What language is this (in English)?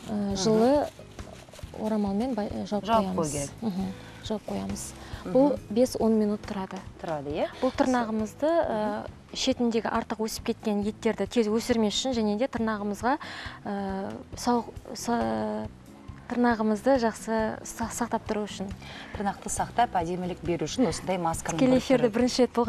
Kazakh